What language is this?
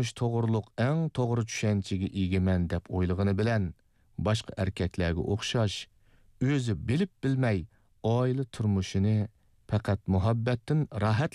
Uyghur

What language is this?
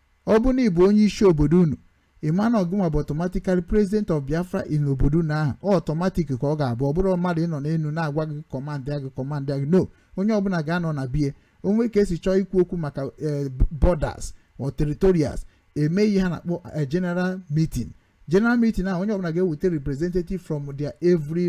Igbo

